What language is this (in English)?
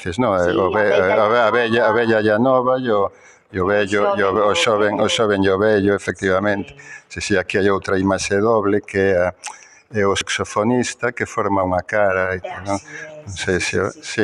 Galician